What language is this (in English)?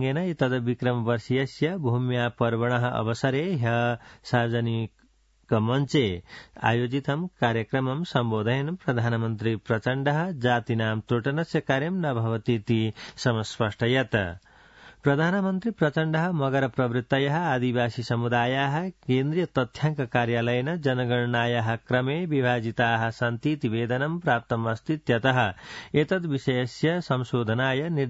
Sanskrit